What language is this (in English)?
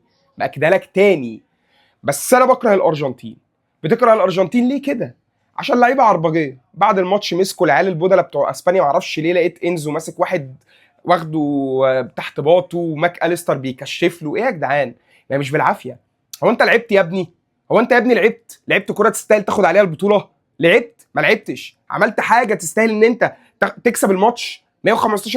Egyptian Arabic